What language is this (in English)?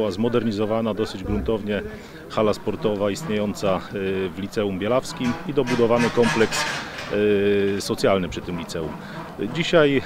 Polish